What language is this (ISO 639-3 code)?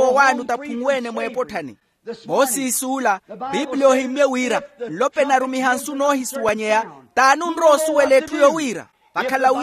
vmw